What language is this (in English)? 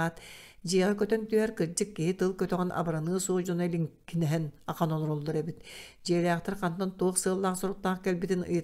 Yakut